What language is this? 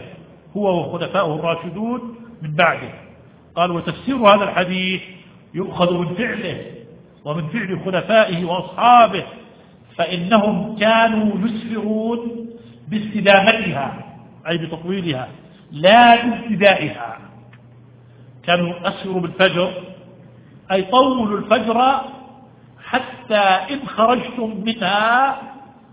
Arabic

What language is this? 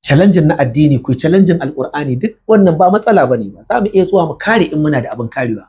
Hausa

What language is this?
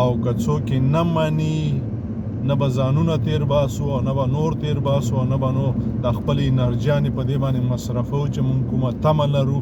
Pashto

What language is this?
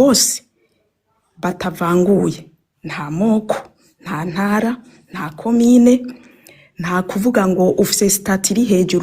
Rundi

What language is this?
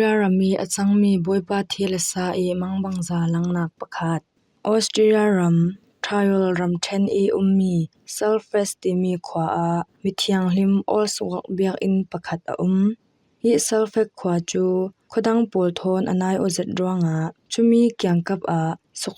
Falam Chin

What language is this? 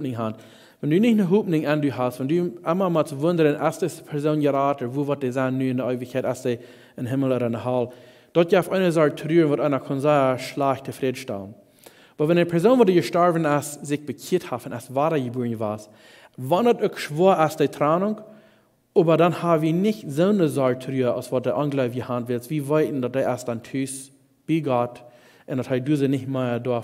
Plautdietsch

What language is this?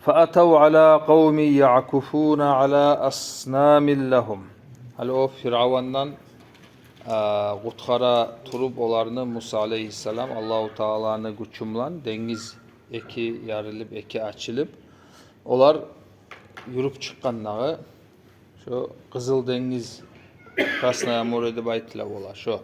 Kumyk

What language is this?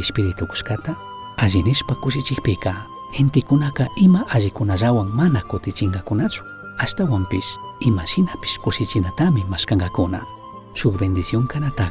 Chimborazo Highland Quichua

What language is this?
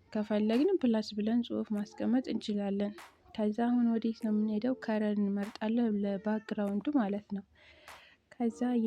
Amharic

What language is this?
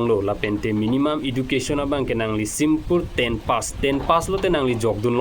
Karbi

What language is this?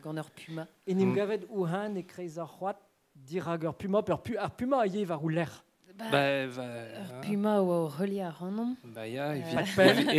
Breton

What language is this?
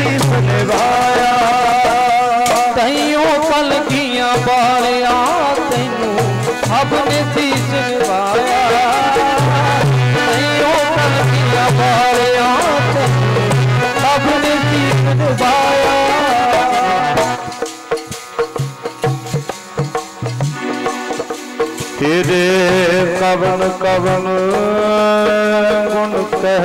Punjabi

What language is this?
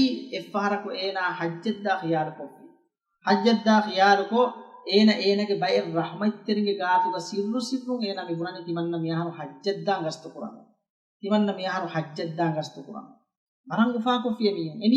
Divehi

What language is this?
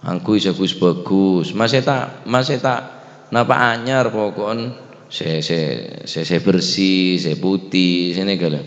Madurese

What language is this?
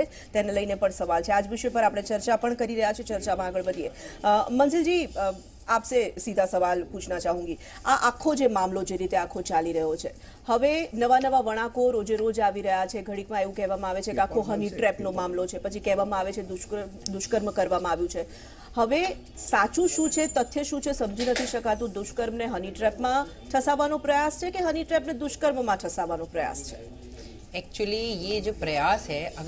Gujarati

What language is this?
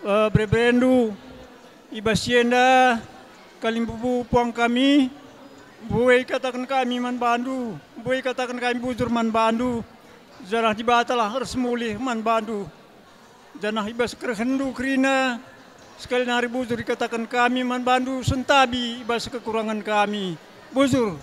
Batak Karo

